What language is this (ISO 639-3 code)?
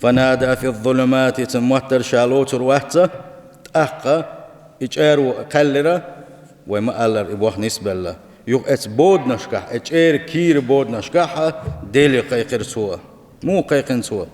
che